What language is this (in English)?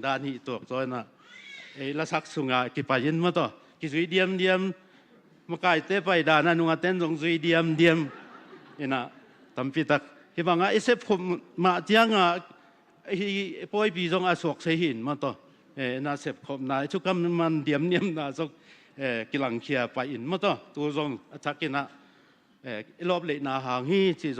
Tedim Chin